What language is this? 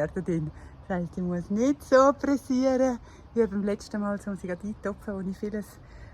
Swiss German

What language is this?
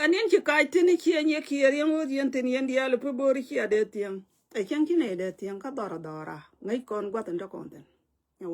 Nuer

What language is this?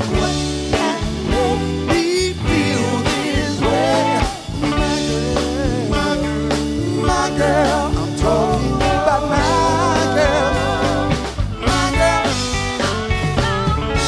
English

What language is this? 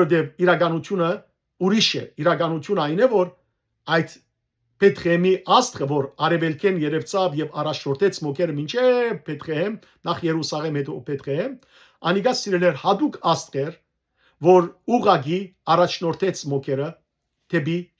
Western Armenian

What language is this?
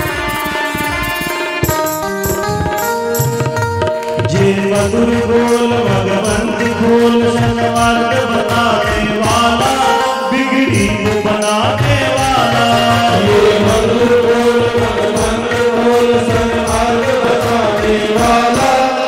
Hindi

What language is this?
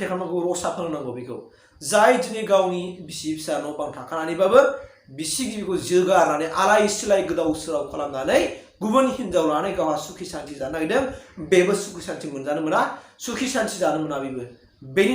Bodo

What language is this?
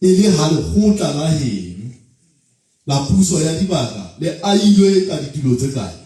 Southern Sotho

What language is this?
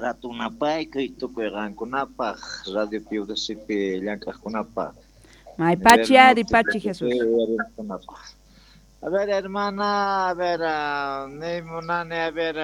South Bolivian Quechua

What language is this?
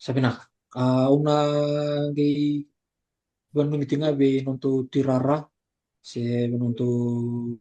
Fijian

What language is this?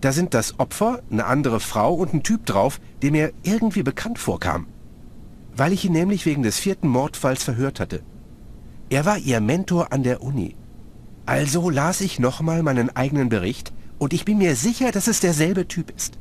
Bavarian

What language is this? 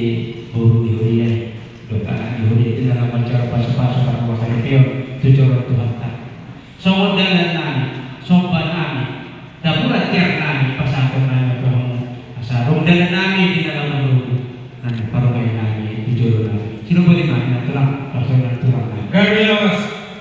Batak Toba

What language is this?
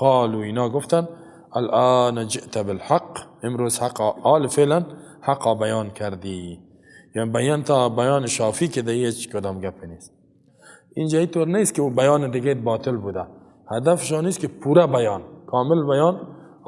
Persian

